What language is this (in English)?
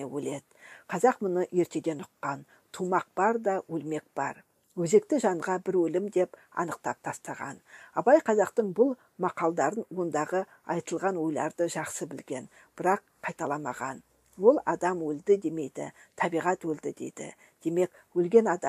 Kazakh